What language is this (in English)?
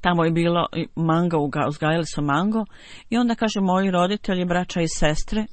Bosnian